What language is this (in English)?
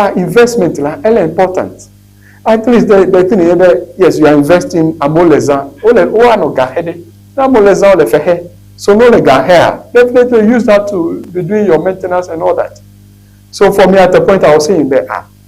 Ewe